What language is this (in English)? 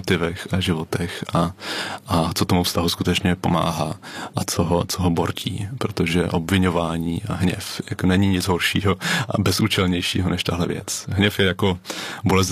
Czech